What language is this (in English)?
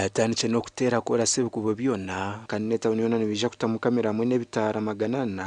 Nyankole